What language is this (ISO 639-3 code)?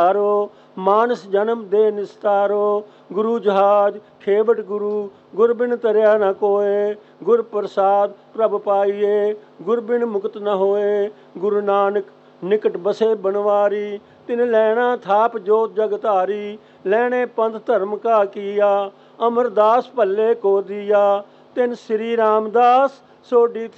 pan